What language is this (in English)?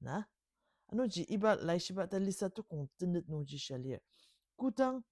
Ao Naga